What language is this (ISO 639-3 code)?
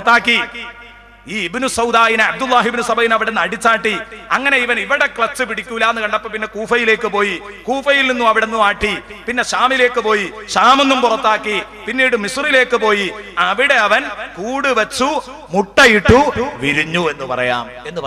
mal